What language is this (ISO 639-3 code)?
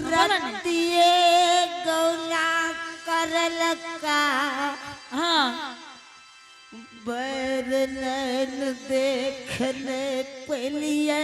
anp